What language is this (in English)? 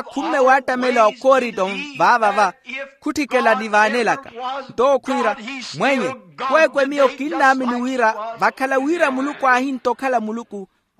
Makhuwa